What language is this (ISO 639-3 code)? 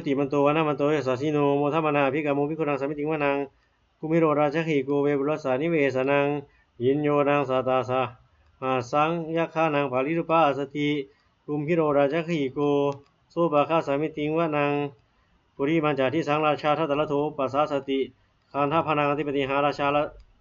pli